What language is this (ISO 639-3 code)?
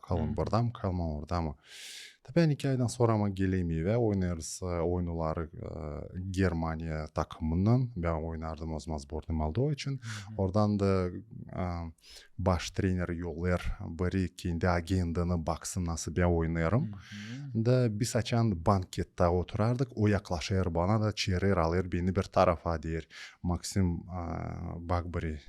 gag